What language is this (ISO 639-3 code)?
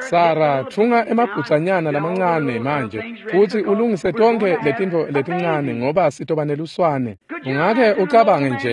ssw